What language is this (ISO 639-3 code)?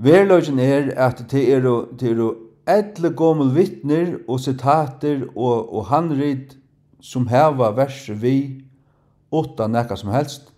fao